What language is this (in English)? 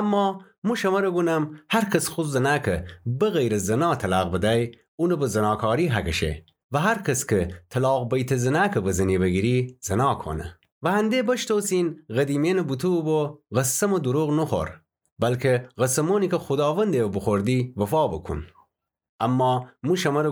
Gilaki